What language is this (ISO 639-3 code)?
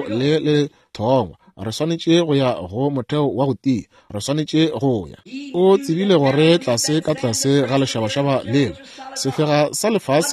nso